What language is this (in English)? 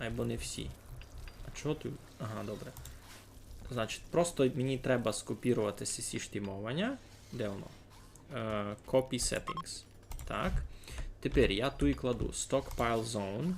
Rusyn